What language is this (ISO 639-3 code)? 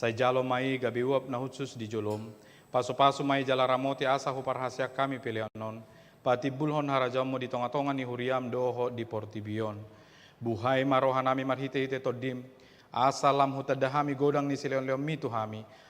bbc